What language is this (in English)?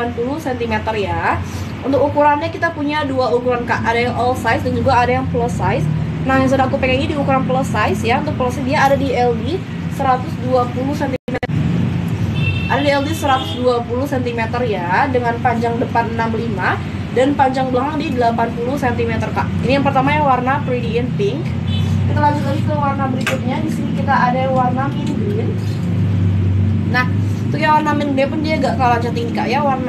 Indonesian